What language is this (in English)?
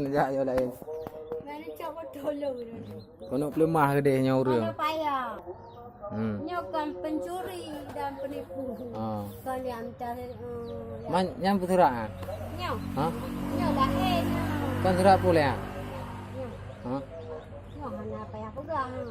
Achinese